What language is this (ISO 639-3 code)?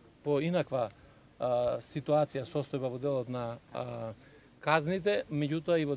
mkd